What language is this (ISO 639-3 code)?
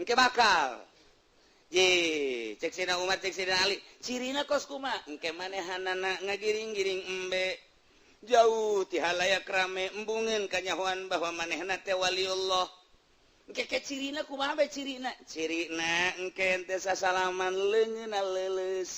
sun